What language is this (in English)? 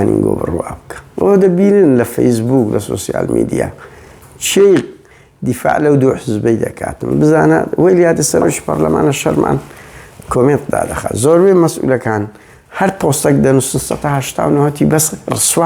Central Kurdish